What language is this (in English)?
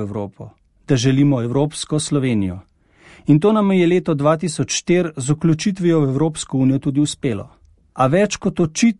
Slovenian